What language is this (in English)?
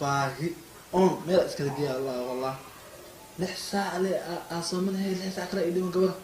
Somali